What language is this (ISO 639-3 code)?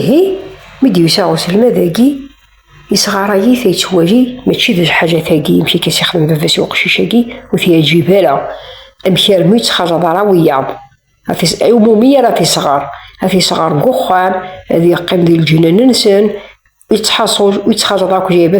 kab